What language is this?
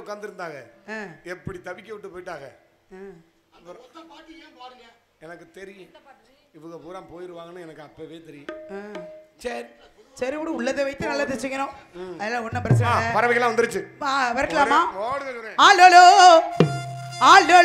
Tamil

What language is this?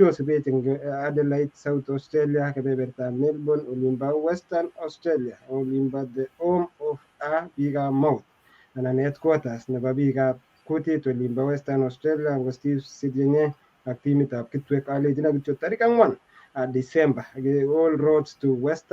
Kalenjin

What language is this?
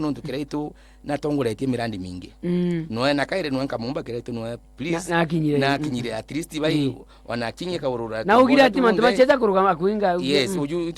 Meru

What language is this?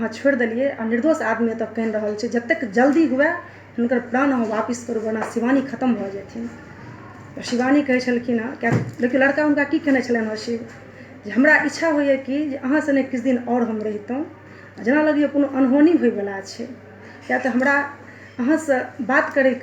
Maithili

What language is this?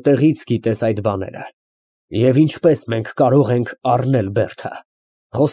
Armenian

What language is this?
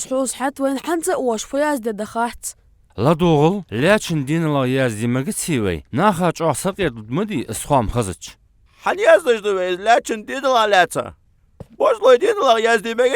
Ingush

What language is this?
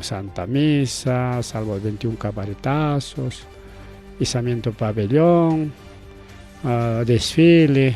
Ayacucho Quechua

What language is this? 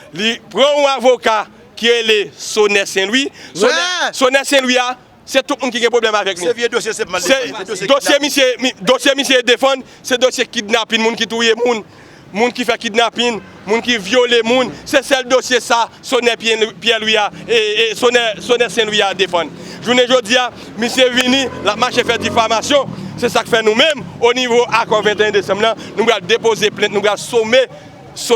Haitian Creole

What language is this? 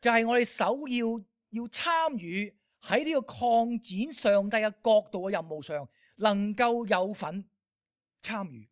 Cantonese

